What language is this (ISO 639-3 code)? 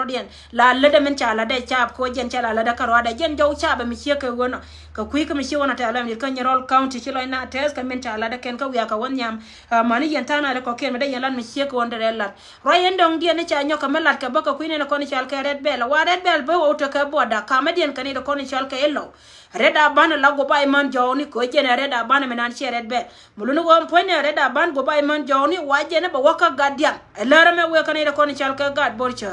nus